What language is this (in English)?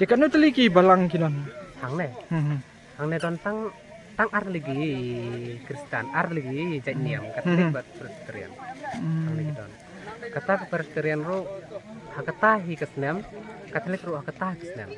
Khasi